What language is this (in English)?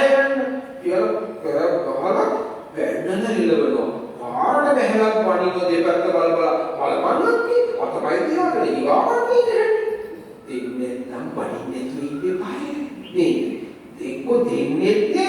Sinhala